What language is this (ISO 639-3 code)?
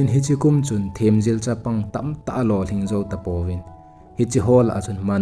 tcz